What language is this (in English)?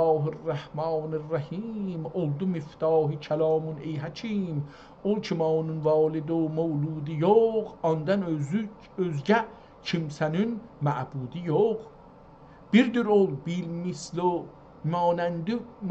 South Azerbaijani